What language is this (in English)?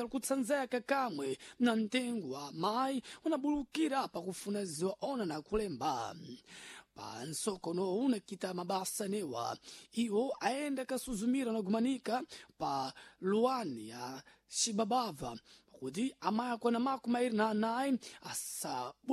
Sena